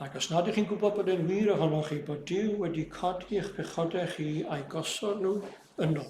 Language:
Welsh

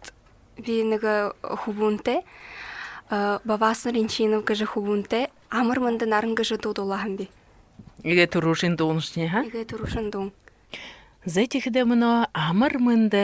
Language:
Buriat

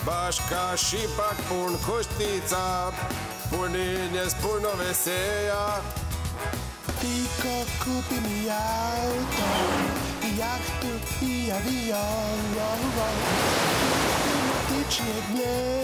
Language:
Croatian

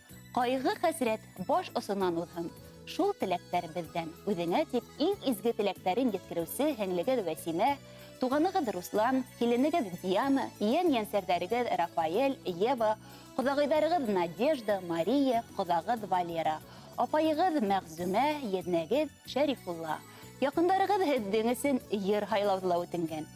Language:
Bashkir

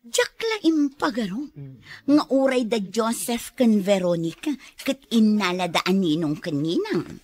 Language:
Iloko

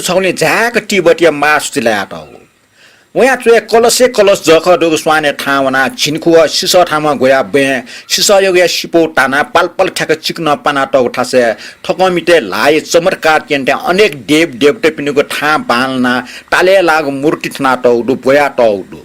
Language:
Newari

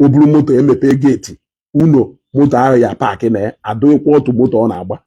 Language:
Igbo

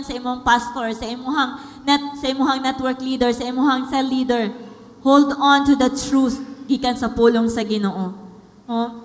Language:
Cebuano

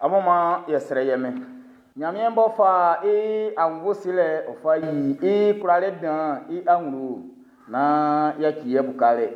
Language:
Baoulé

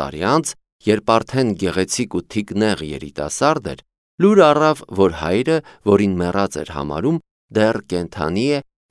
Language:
Armenian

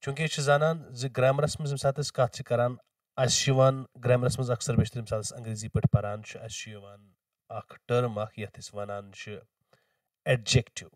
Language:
Kashmiri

